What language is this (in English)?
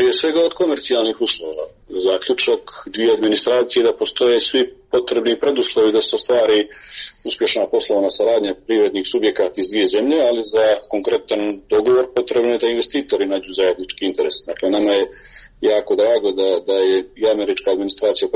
Serbian